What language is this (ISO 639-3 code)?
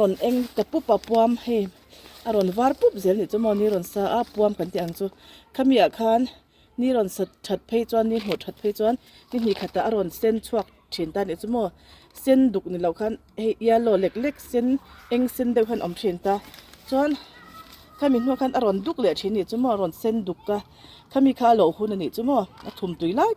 lus